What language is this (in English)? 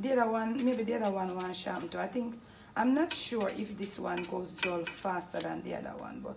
Jamaican Creole English